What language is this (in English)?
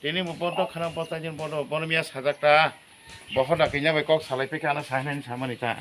Kok Borok